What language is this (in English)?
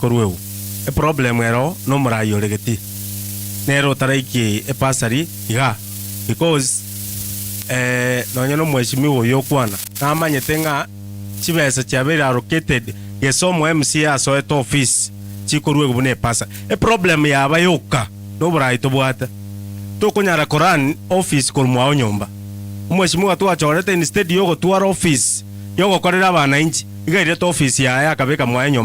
Gusii